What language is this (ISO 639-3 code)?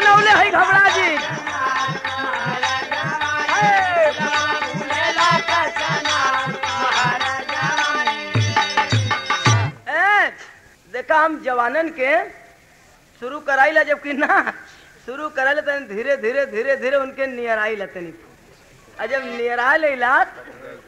bho